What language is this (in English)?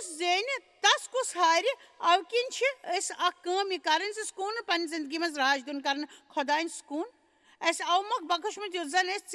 Kashmiri